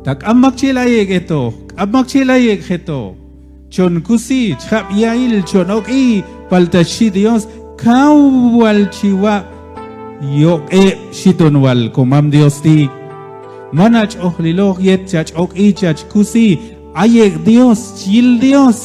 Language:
Q'anjob'al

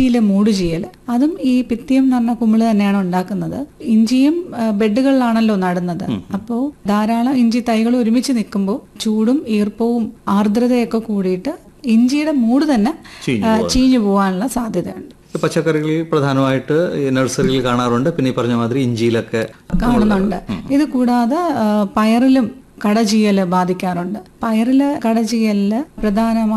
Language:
Malayalam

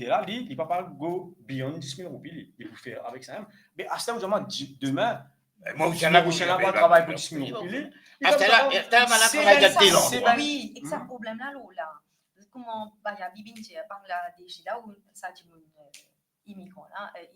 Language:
Morisyen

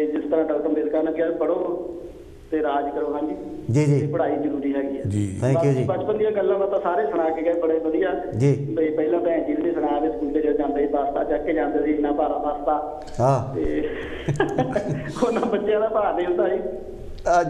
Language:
Punjabi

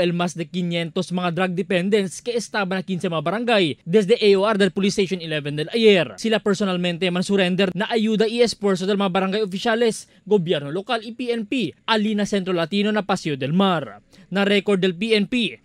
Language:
Chavacano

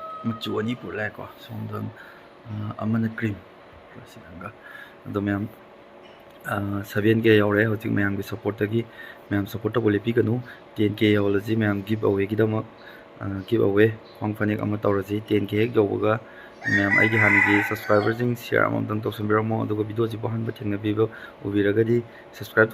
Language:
Manipuri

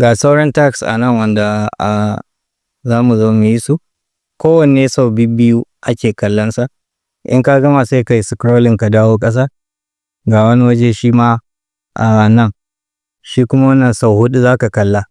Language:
Hausa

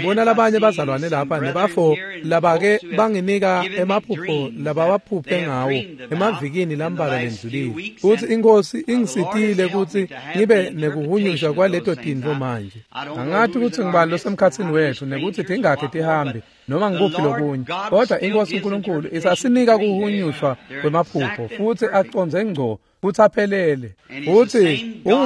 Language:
Swati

